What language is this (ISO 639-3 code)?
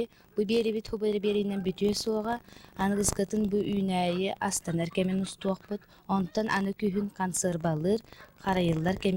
sah